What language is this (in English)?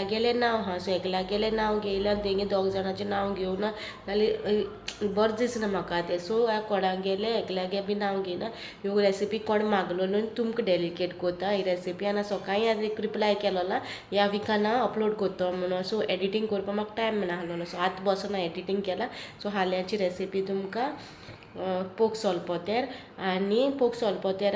Konkani